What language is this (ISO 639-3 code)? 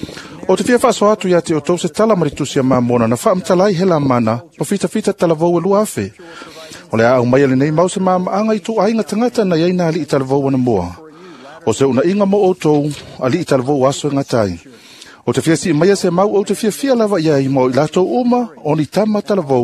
smo